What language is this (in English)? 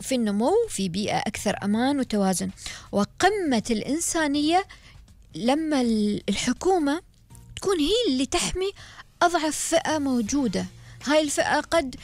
Gulf Arabic